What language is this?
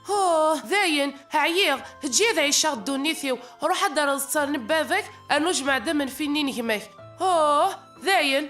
Kabyle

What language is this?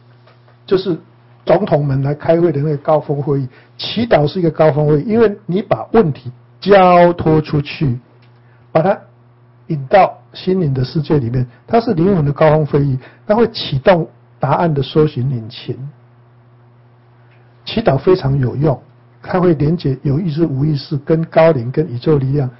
Chinese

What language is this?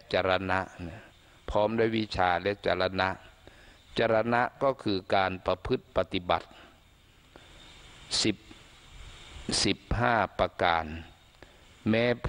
Thai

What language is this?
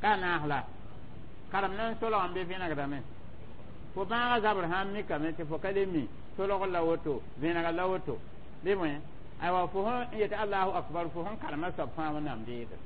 Mossi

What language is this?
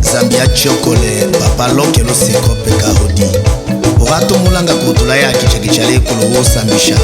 Tetela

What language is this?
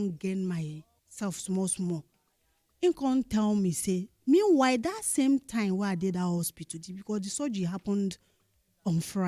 Nigerian Pidgin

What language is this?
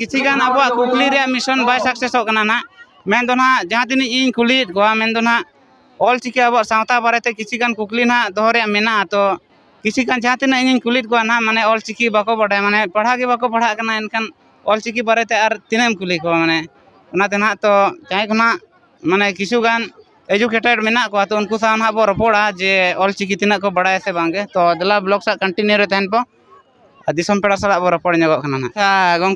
Santali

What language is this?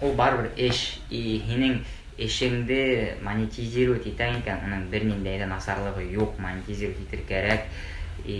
Bashkir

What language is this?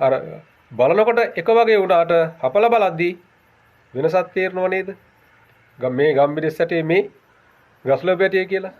Sinhala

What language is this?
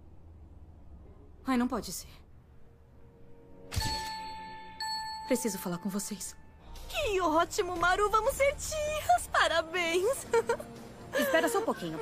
Portuguese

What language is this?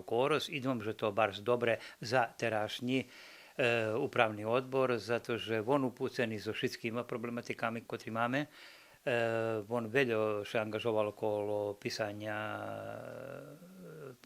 Rusyn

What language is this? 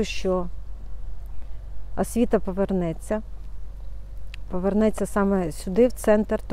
Ukrainian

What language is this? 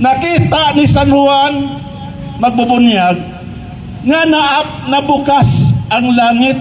Cebuano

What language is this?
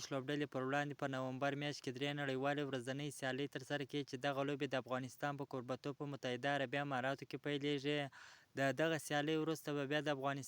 Pashto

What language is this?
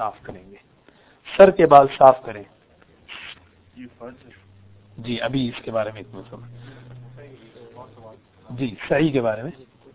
Urdu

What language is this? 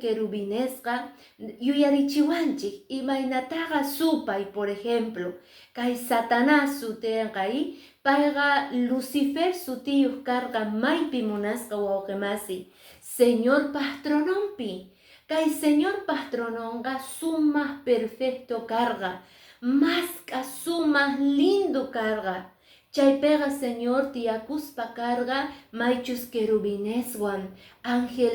Quechua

